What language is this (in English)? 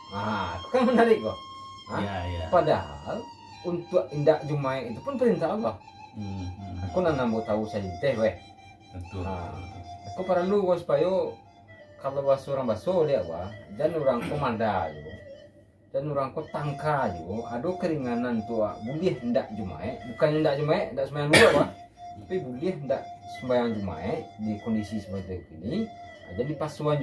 Minangkabau